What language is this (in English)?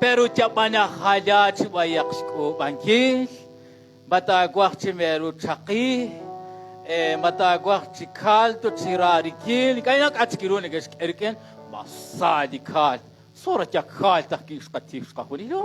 Kekchí